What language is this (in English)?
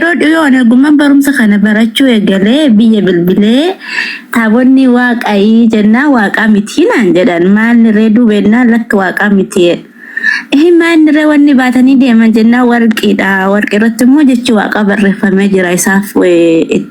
Oromo